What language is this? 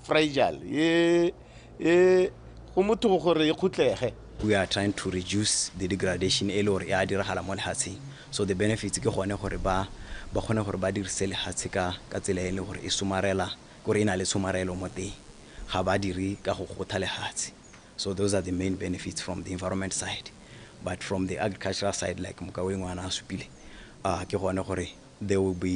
Tswana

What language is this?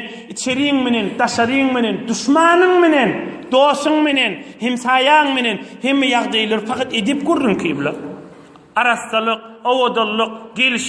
Turkmen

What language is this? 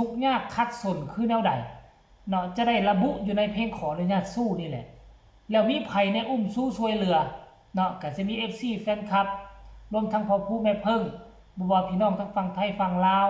Northeastern Thai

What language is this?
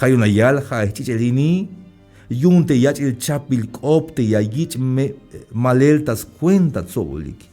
Tzeltal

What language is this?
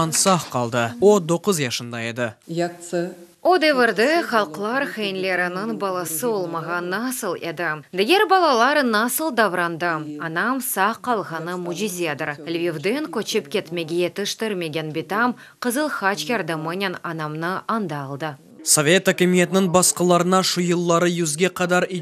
Crimean Tatar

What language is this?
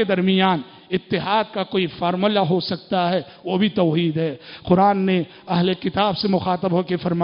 Urdu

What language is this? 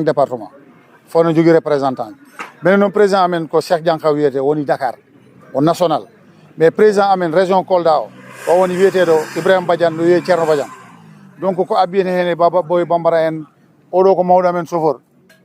Fula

